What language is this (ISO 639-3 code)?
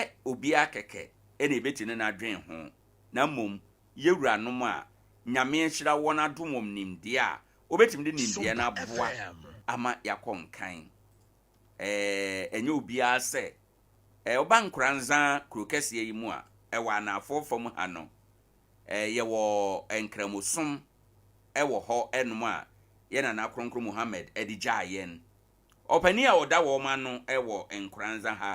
aka